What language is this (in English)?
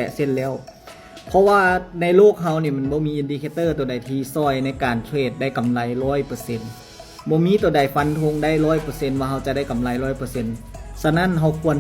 Lao